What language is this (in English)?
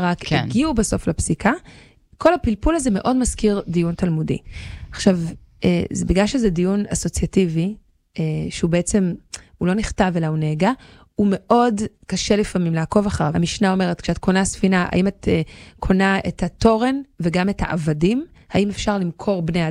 Hebrew